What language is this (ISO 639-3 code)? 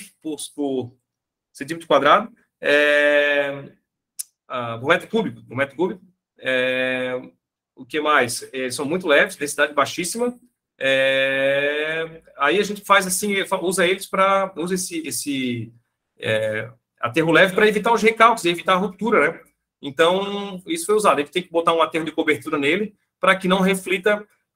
por